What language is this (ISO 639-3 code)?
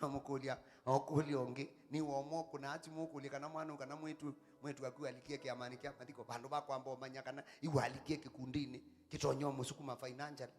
kam